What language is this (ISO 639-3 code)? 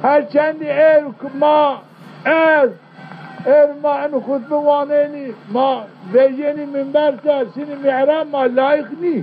zza